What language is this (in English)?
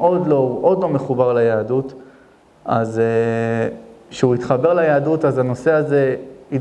Hebrew